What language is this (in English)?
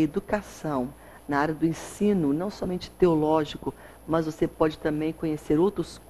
Portuguese